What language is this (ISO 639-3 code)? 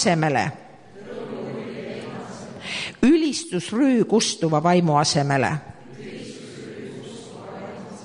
est